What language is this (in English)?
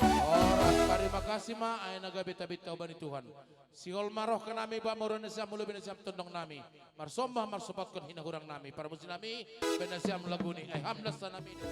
Batak Simalungun